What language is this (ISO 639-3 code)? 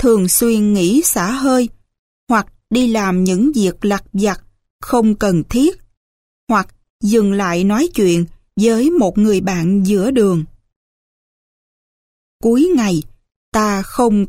vie